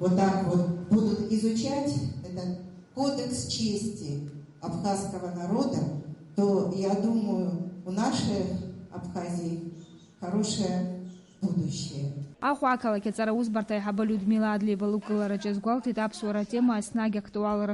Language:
Abkhazian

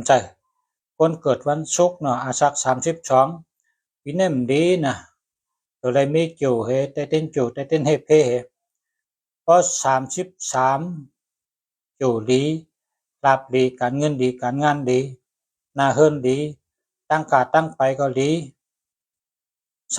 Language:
Shan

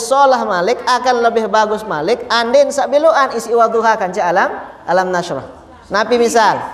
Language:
Sasak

